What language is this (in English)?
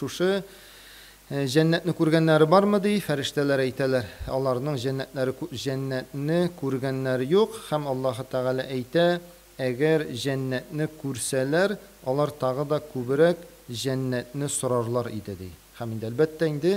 Tatar